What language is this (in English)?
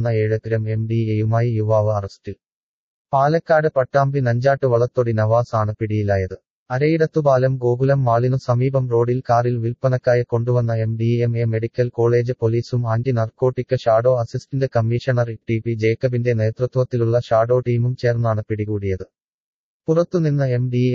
Malayalam